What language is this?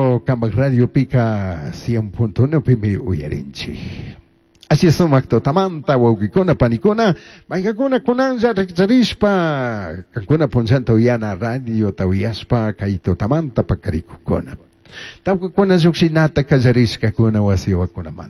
Chimborazo Highland Quichua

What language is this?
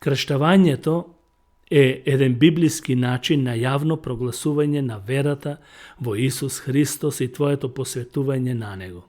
Macedonian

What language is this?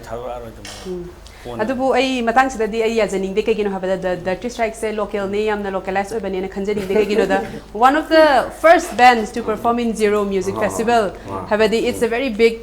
Manipuri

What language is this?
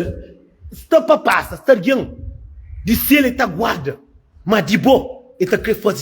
Kabuverdianu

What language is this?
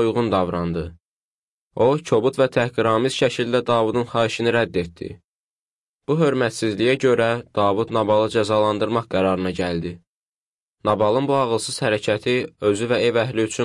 Azerbaijani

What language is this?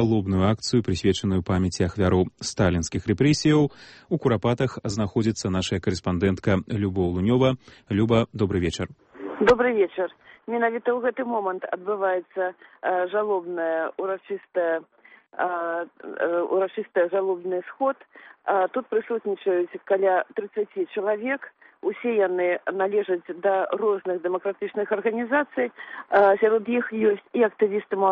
Belarusian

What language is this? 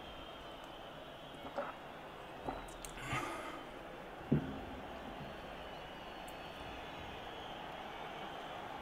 German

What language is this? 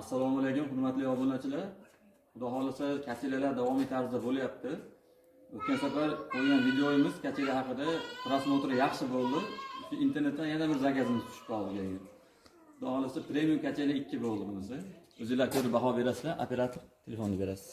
Uzbek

